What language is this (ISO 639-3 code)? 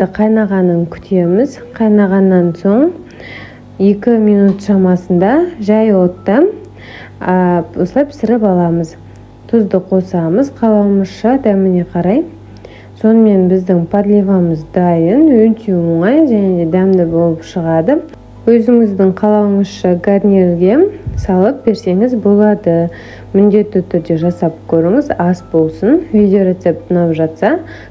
kaz